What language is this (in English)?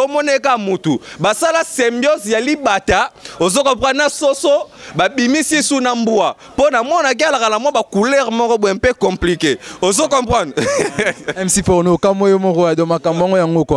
Lingala